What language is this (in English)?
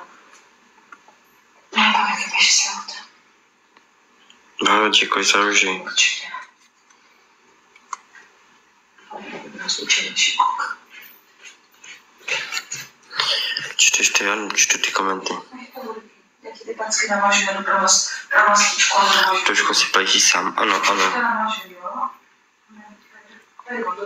Czech